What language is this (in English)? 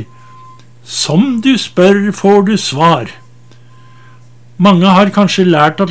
Norwegian